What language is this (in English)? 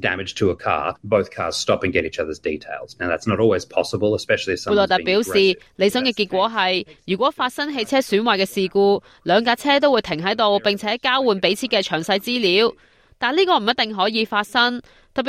Cantonese